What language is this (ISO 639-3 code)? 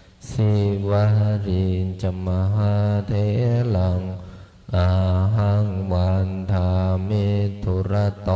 pli